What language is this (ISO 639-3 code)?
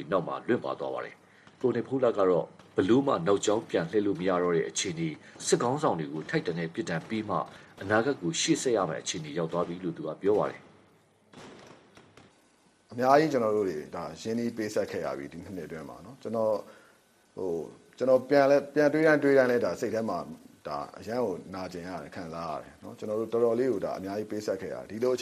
mya